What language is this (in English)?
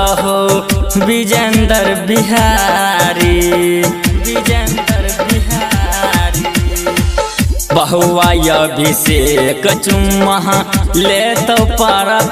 Bhojpuri